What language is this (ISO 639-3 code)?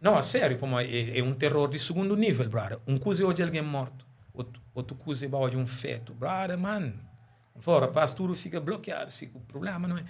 kea